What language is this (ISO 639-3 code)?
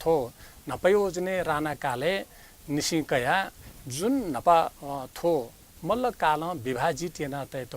new